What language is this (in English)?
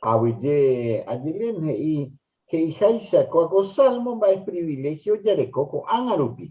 Guarani